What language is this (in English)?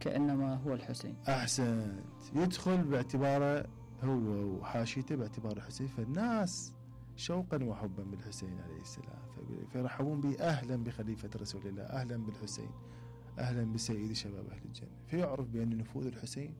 Mesopotamian Arabic